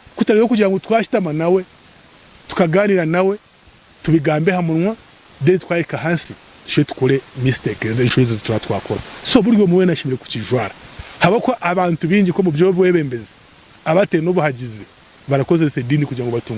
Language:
Nyankole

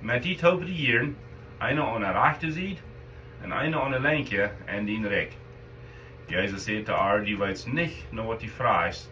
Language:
Plautdietsch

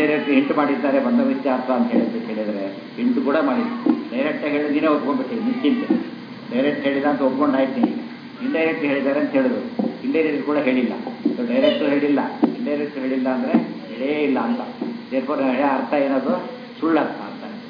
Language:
Kannada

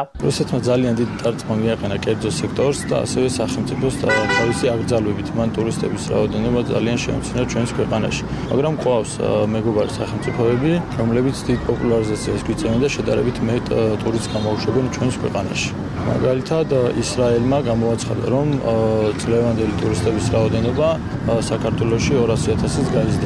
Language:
Georgian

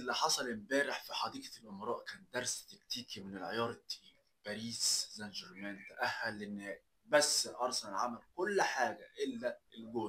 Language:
Egyptian Arabic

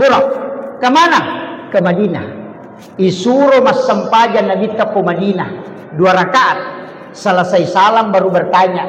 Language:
Buginese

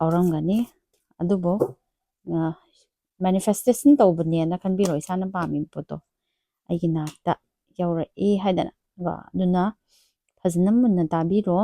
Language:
Manipuri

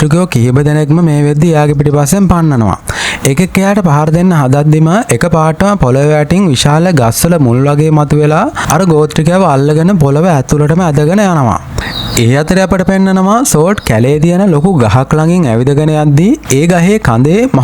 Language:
Sinhala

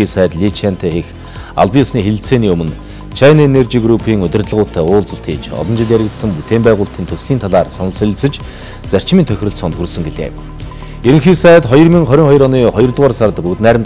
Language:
Mongolian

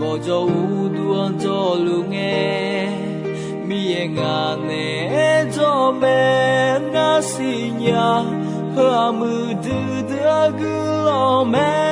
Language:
Akha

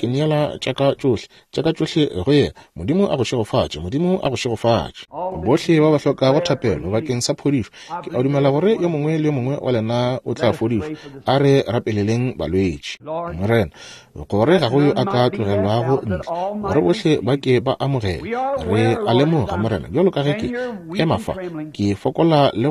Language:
Northern Sotho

